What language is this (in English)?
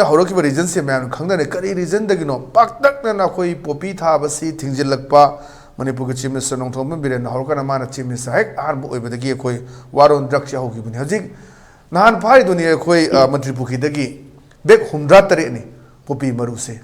Manipuri